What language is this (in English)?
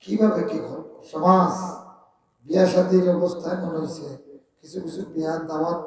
Sylheti